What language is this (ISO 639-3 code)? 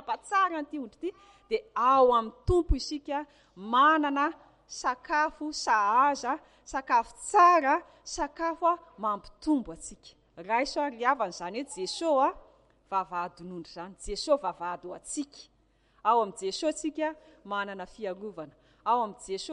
mlg